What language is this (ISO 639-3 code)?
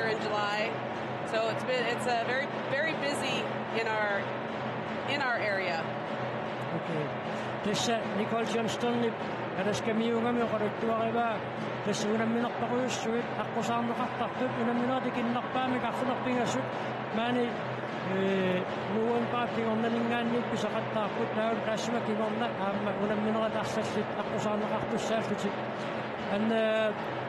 kal